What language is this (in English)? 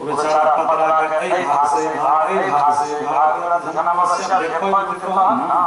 Maithili